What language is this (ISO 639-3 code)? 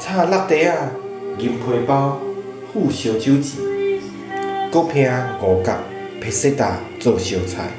nan